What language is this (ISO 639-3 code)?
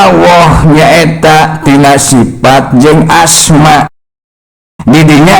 sun